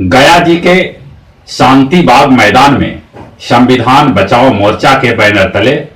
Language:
Magahi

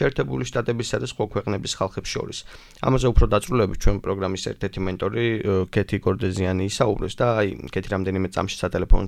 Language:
Georgian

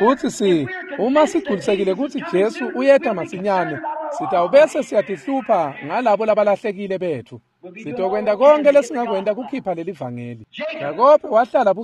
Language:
Swati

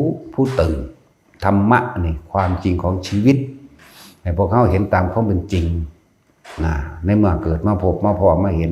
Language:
Lao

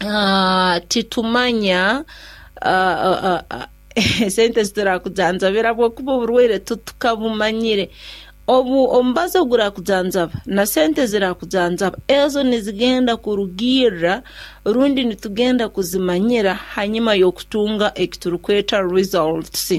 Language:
Nyoro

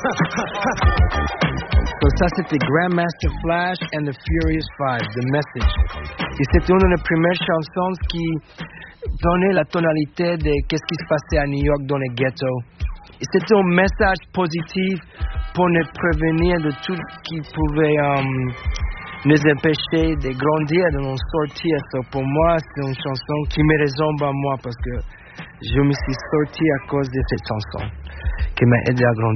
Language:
French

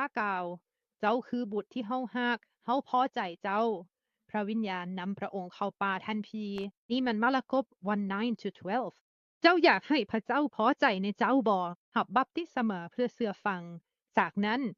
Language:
Lao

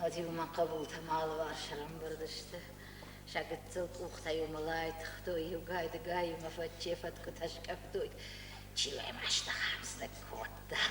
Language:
Ossetic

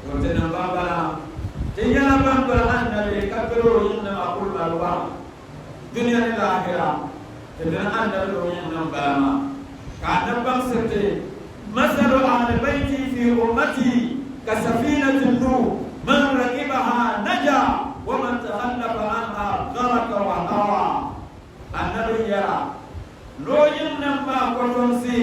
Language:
Dagbani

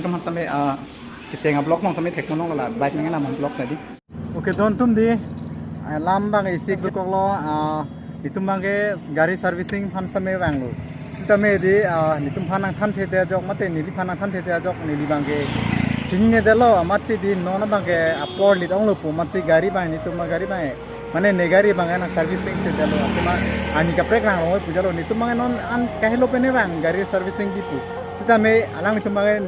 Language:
Karbi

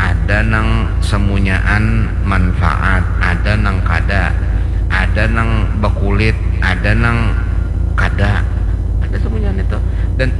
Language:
Banjar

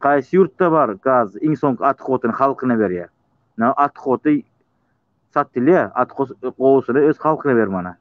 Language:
Turkmen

